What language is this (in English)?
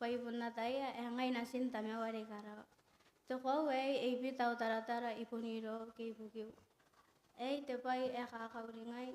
Gilbertese